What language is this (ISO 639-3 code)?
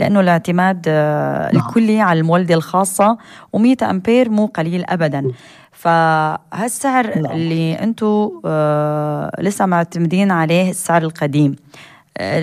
apc